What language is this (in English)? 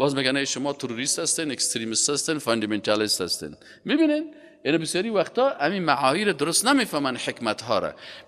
Persian